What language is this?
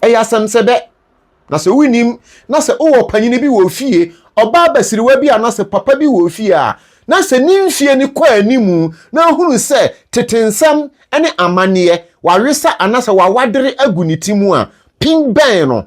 Akan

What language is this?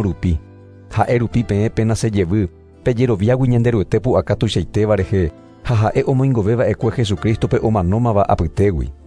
Guarani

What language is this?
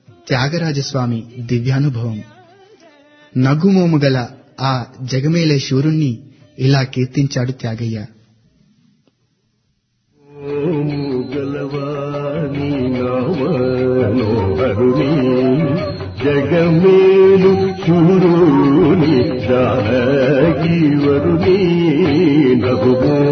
Telugu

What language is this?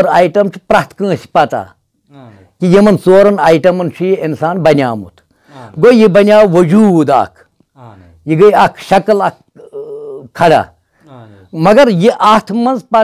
Kashmiri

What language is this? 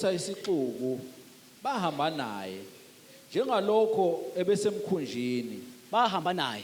Zulu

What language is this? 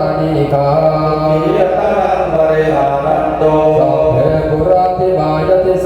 Pali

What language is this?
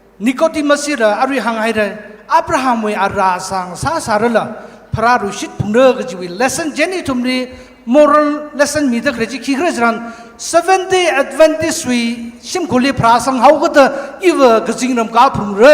Tangkhul Naga (India)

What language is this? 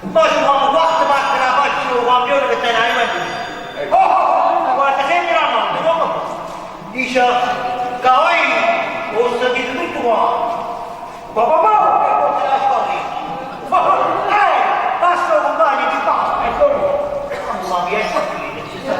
Neapolitan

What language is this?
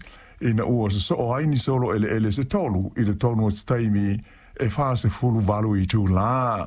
Samoan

